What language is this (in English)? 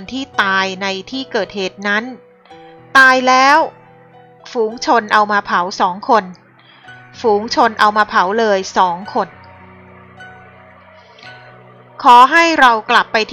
Thai